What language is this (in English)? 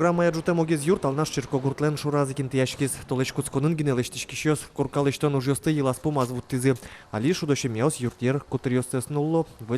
Udmurt